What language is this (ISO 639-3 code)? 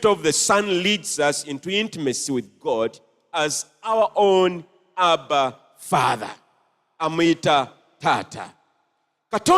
lug